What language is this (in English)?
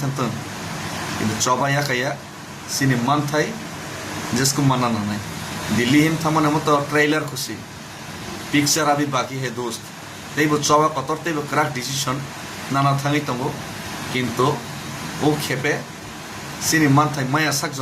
Kok Borok